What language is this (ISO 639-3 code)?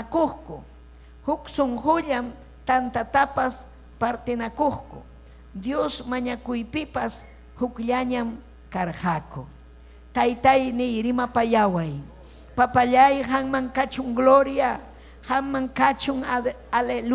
quy